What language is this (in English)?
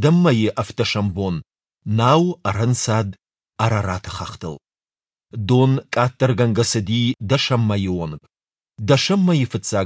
Ossetic